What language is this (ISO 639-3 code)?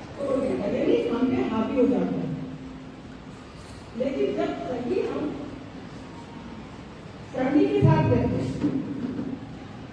hin